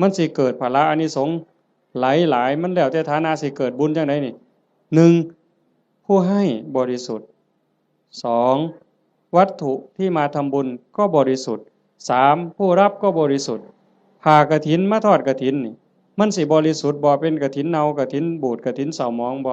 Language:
Northeastern Thai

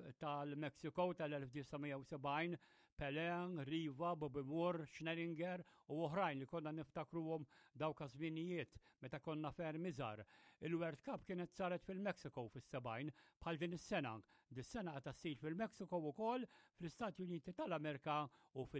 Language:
Maltese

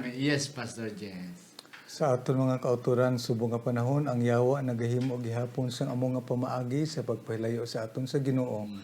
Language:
Hiligaynon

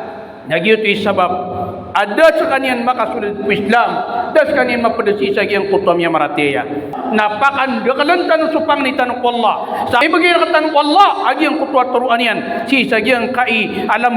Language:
Maranao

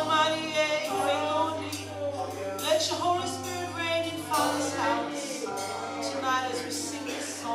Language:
Tongan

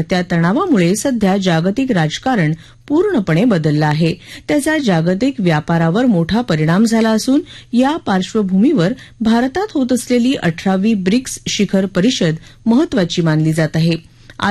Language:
Marathi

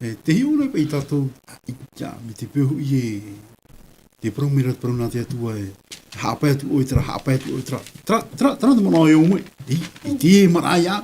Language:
Tahitian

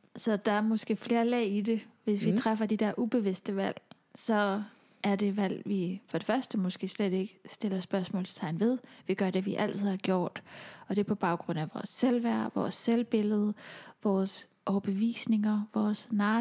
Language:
Danish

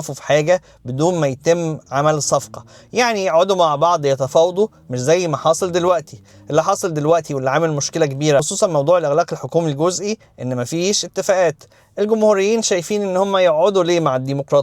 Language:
Egyptian Arabic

